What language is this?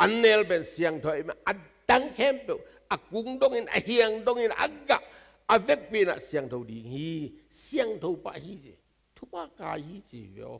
Tedim Chin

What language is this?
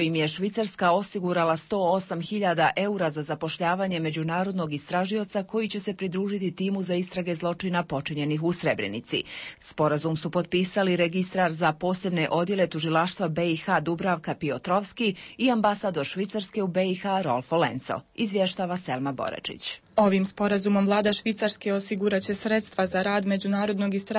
Bosnian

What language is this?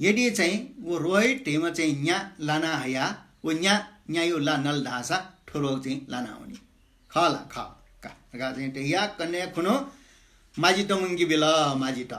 Newari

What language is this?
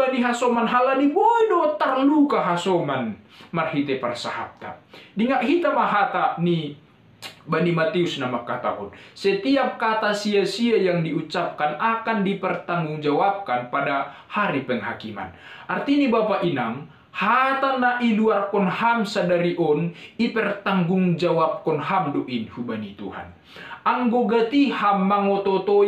Batak Simalungun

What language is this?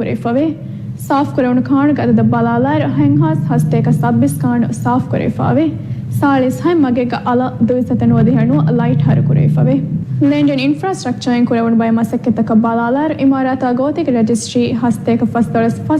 Divehi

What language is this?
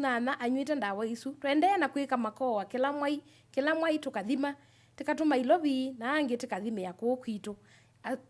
Kamba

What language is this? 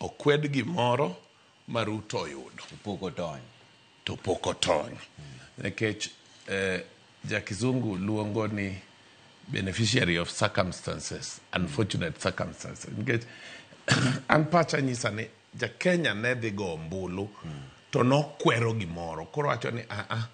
Luo (Kenya and Tanzania)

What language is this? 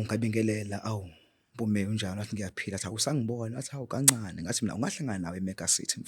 Zulu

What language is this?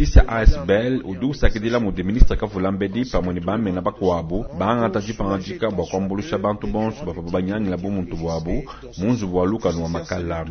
Luba-Lulua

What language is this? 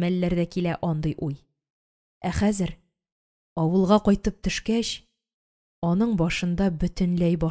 Tatar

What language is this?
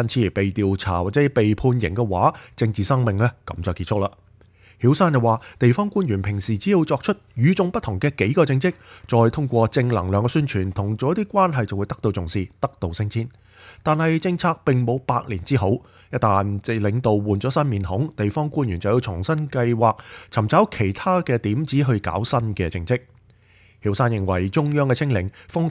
Cantonese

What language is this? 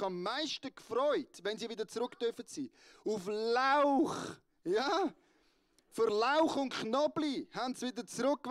Swiss German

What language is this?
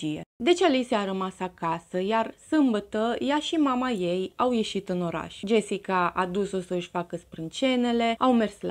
Romanian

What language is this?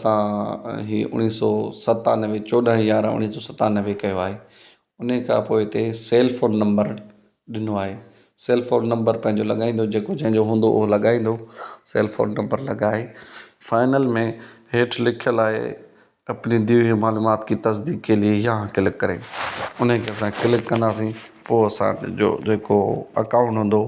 Sindhi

